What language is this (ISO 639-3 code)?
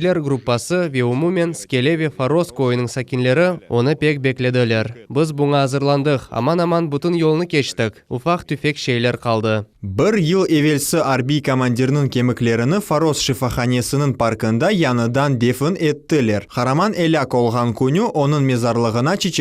crh